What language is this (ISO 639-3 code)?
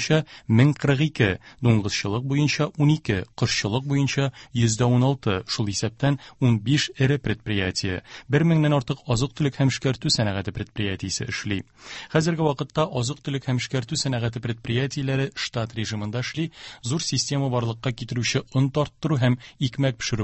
tat